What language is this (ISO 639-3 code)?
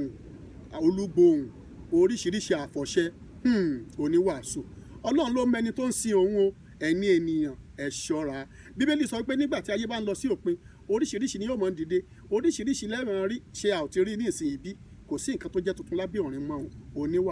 yor